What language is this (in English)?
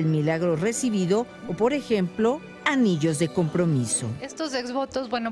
Spanish